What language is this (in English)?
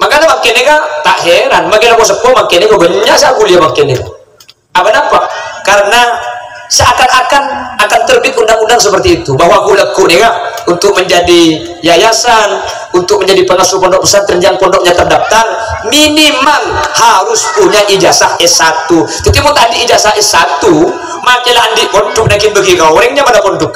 Madurese